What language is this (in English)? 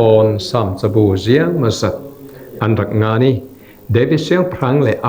Falam Chin